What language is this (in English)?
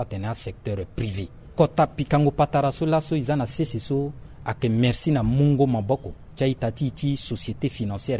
Sango